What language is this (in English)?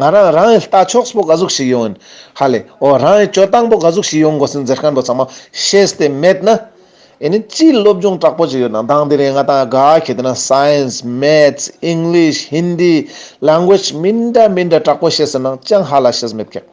Ladakhi